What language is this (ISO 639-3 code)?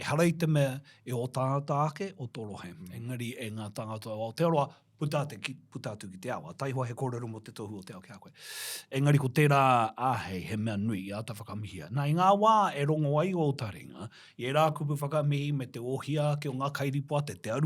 mri